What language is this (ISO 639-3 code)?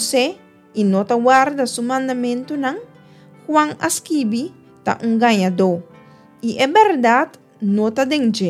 pap